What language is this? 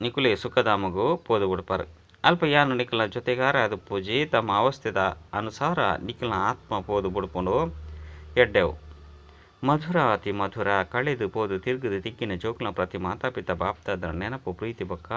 Tulu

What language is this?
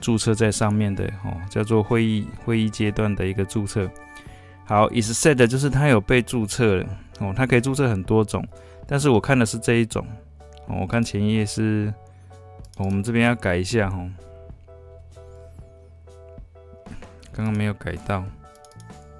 Chinese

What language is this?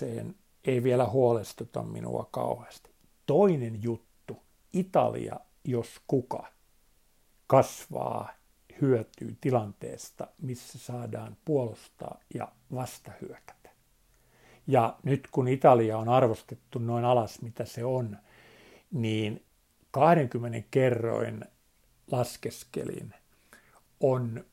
Finnish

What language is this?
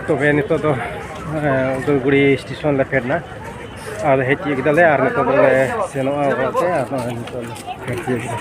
Santali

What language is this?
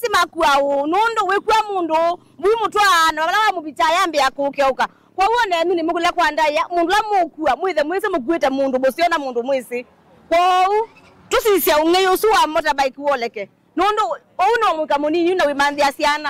Kamba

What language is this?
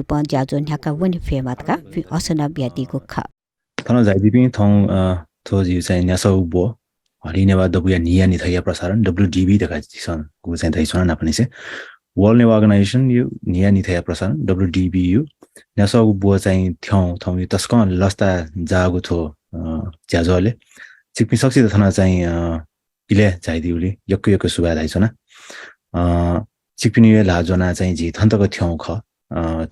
Newari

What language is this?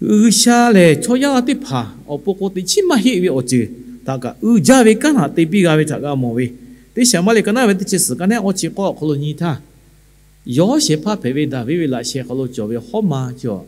Lahu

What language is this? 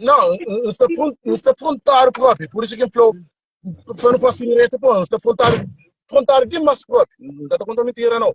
Kabuverdianu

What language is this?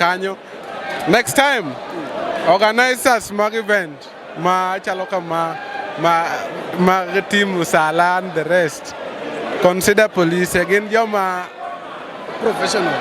Luo (Kenya and Tanzania)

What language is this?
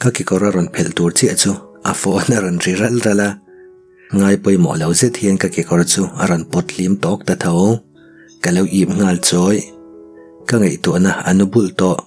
Mizo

